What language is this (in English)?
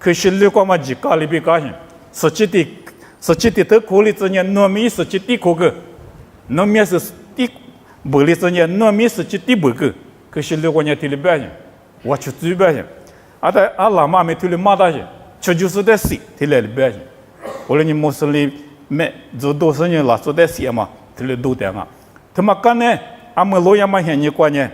Lisu